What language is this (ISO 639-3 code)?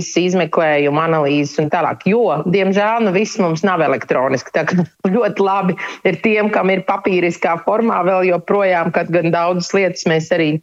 lav